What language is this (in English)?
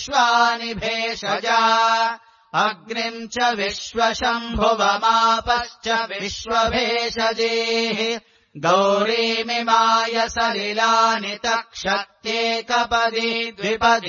Sanskrit